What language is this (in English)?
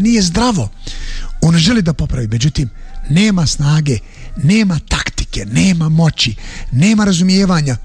Bosnian